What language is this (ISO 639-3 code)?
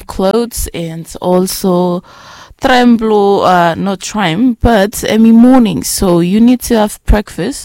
bis